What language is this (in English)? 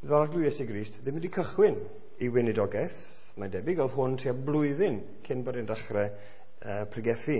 Welsh